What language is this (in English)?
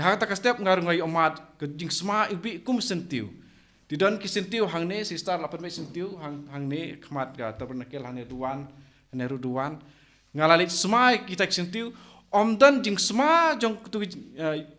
Khasi